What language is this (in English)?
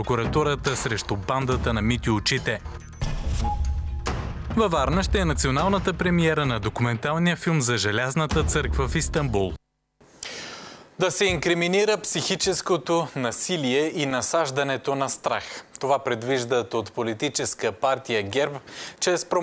Bulgarian